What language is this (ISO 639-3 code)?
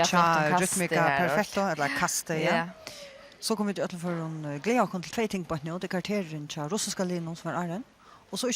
fao